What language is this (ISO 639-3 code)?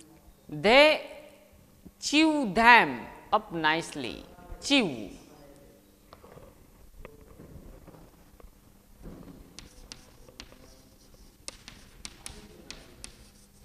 guj